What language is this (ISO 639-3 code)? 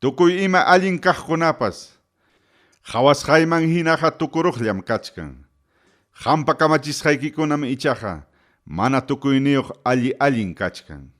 quy